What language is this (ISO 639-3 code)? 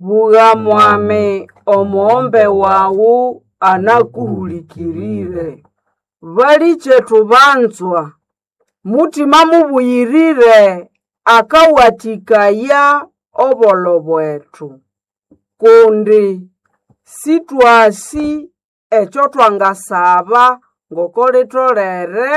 nnb